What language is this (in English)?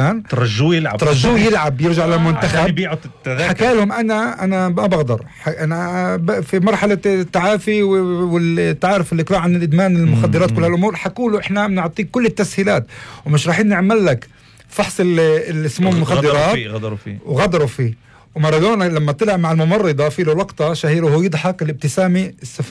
North Levantine Arabic